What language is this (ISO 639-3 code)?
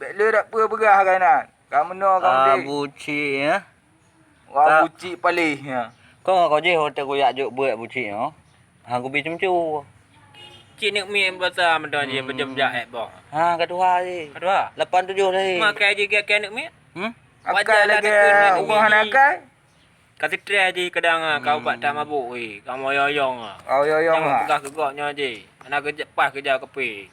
ace